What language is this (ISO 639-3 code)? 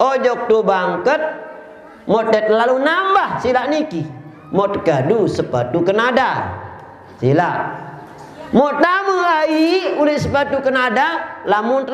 sas